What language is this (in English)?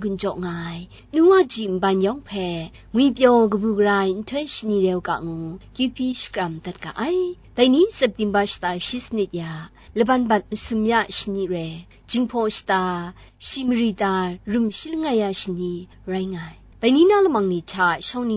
Kachin